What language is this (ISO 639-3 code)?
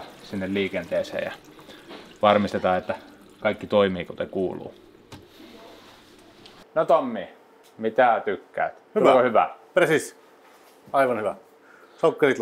fin